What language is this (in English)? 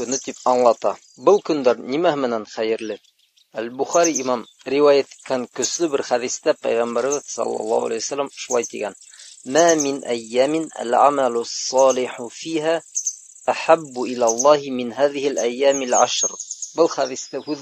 Bashkir